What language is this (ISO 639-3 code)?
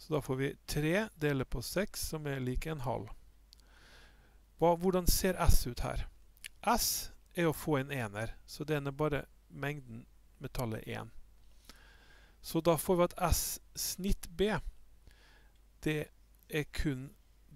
nor